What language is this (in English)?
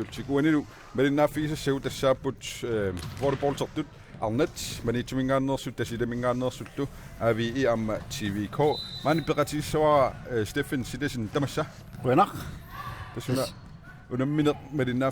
Kalaallisut